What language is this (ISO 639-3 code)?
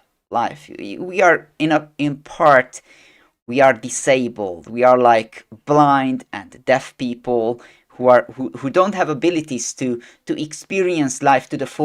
eng